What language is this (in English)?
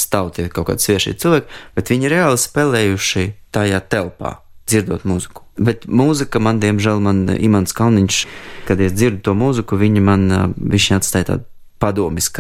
Latvian